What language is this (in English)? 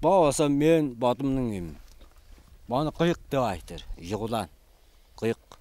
Tuvinian